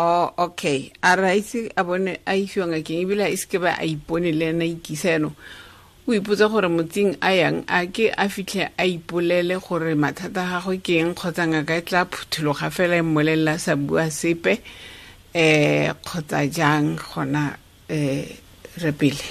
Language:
Tswana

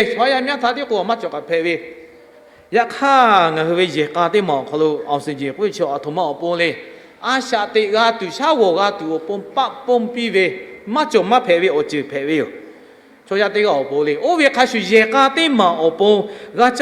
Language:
Lahu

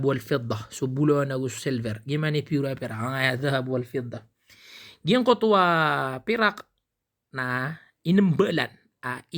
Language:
Maranao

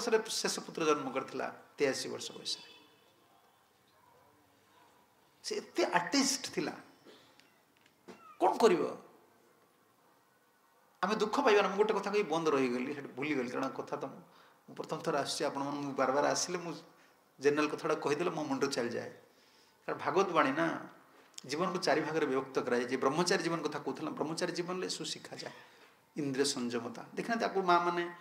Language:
Odia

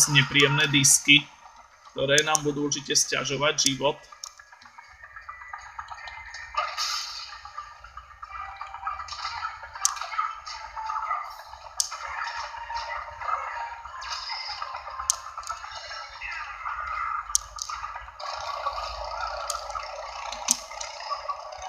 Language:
Slovak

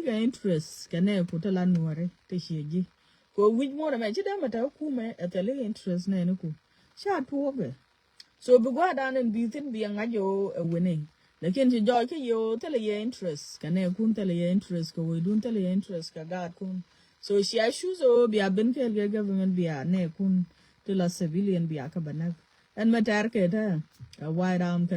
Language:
Nuer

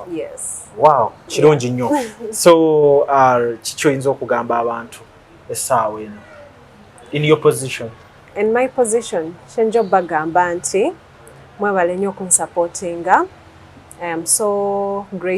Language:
Ganda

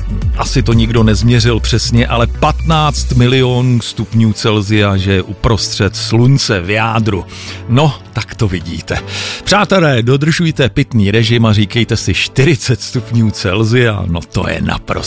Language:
Czech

